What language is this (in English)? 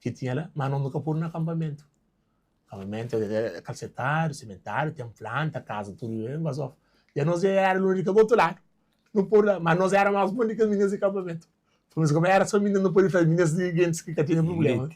Kabuverdianu